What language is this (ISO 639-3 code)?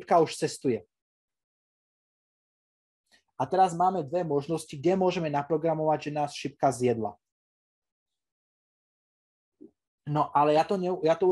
slk